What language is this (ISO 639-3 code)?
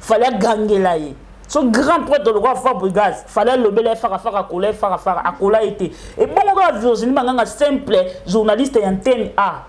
lin